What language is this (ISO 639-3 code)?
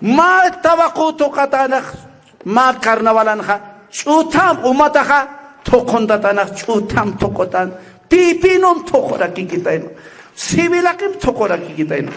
aym